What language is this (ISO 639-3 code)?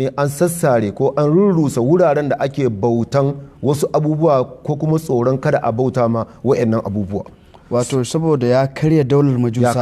hau